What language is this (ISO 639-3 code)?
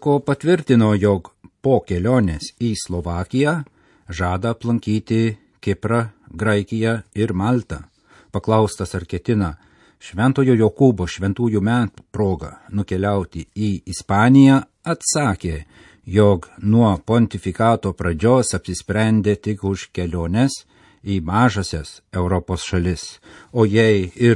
lit